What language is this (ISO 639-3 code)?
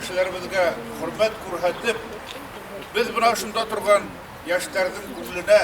bak